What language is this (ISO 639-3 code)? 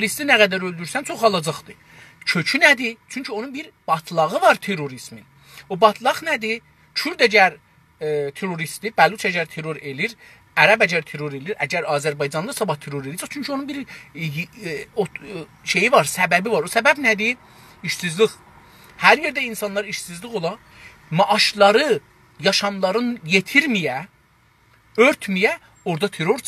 azb